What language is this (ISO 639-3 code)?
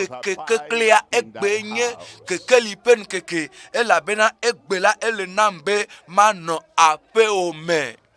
ewe